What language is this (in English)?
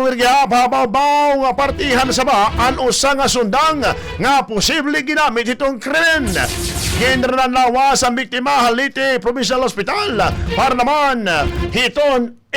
Waray